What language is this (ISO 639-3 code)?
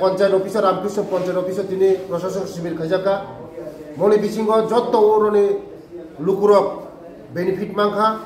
trp